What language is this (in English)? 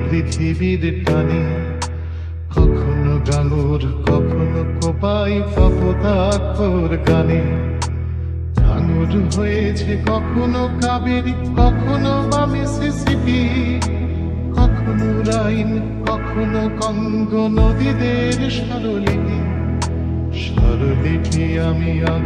Bangla